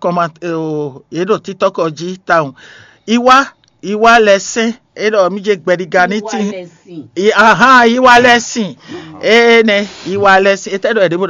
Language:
Fon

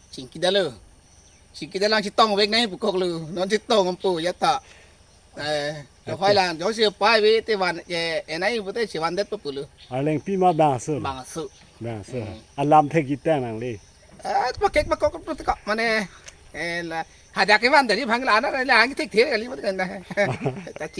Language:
Karbi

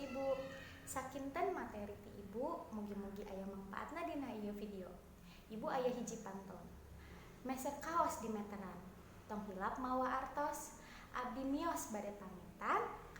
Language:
Sundanese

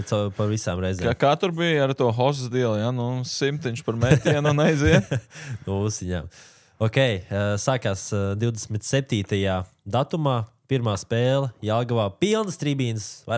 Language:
Latvian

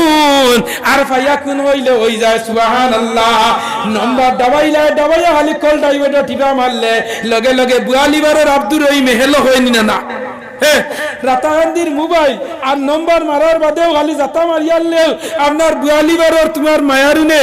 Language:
Sylheti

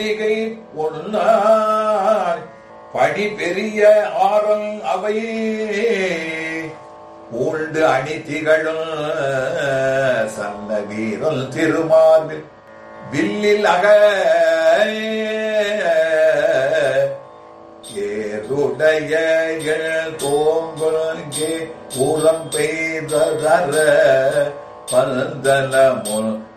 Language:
Tamil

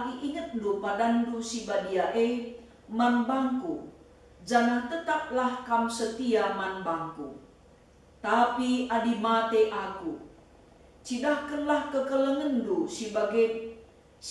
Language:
Batak Karo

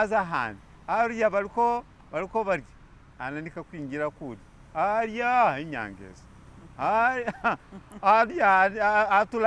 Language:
Masaaba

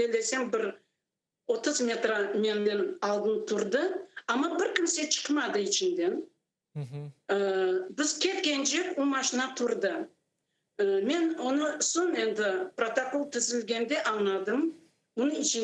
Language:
Crimean Tatar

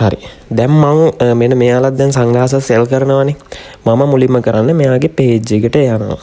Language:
Sinhala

